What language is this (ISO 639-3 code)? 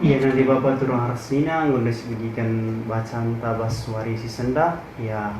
btx